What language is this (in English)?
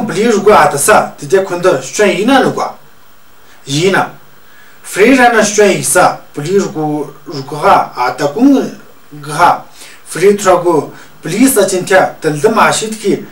Tu